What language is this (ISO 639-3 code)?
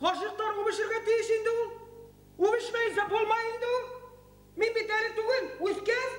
bak